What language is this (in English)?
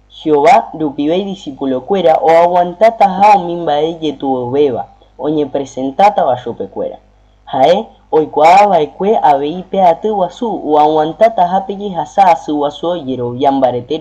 Guarani